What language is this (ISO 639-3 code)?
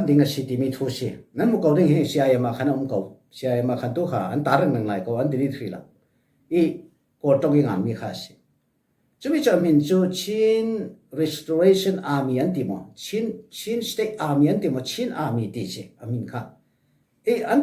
cfm